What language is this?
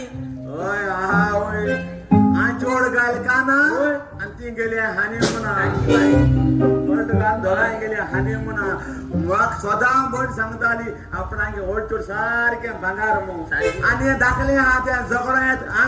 Konkani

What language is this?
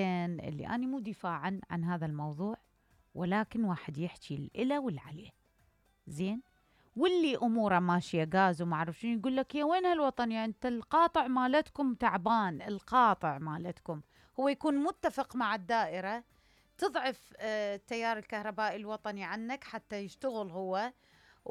Mesopotamian Arabic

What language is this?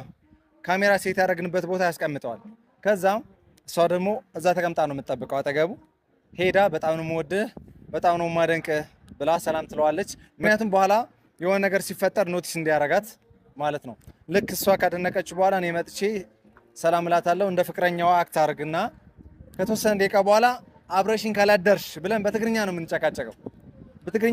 Amharic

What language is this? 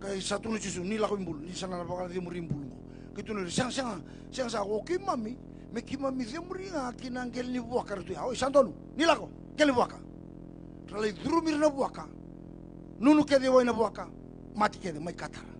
Fijian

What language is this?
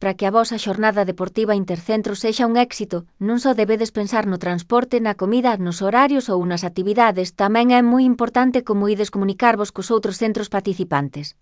Galician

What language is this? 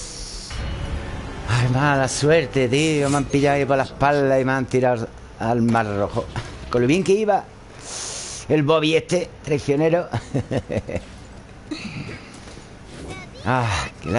Spanish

